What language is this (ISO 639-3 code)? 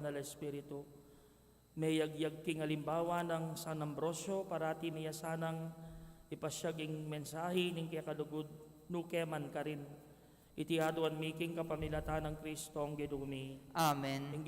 pam